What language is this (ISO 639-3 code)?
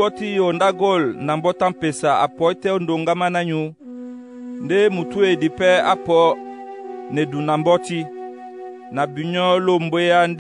dua